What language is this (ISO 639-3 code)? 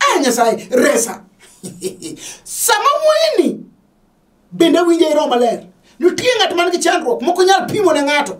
luo